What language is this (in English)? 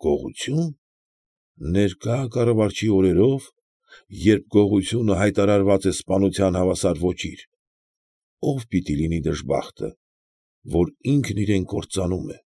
Armenian